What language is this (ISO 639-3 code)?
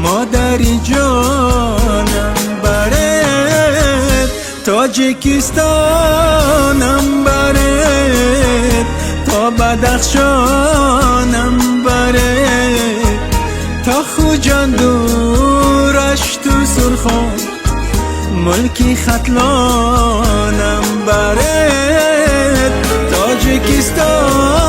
tgk